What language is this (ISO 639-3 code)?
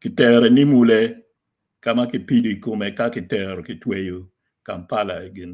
ach